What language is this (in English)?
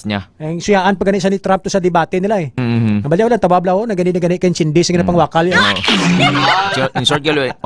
Hiligaynon